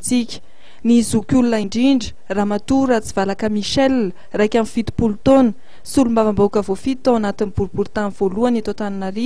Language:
Malagasy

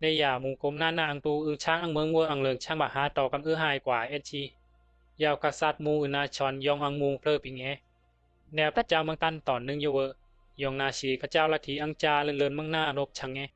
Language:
Bisu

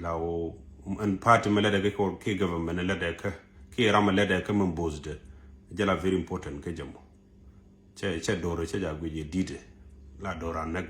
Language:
Nuer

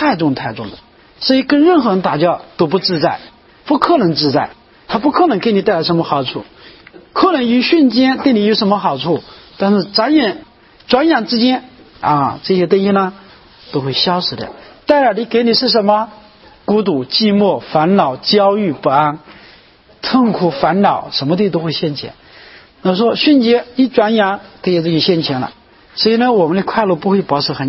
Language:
Chinese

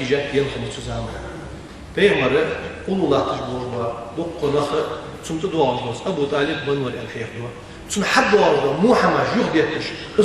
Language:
Ingush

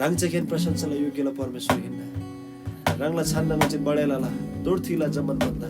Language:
Eastern Tamang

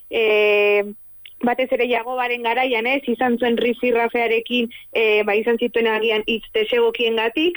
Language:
Basque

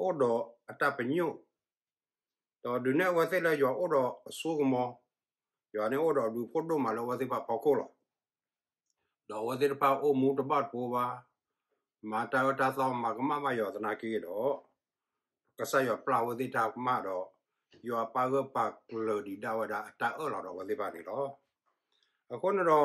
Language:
S'gaw Karen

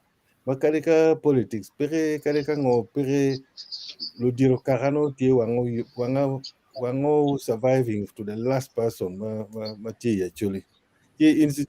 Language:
Acoli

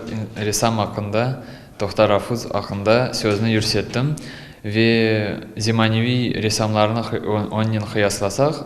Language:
Crimean Tatar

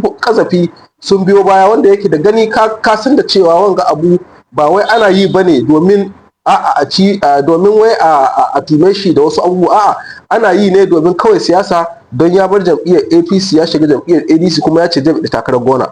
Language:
Hausa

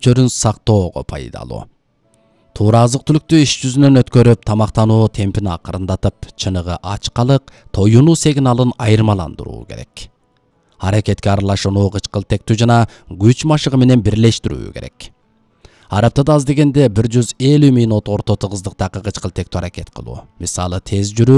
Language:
Kyrgyz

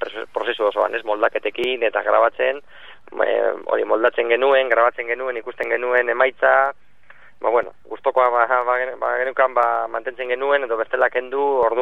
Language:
Basque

